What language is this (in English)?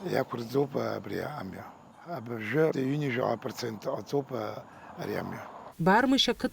Abkhazian